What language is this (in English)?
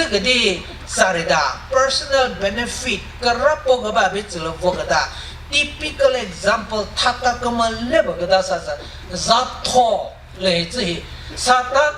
Chokri Naga